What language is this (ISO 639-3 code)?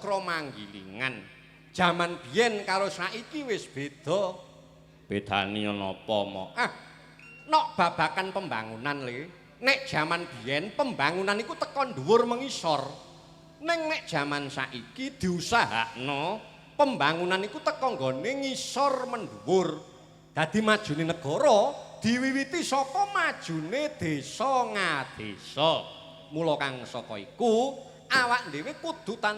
jav